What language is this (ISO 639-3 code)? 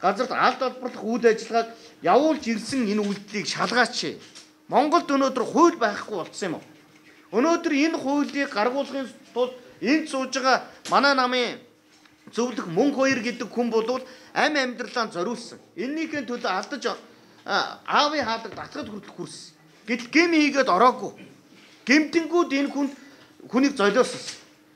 mon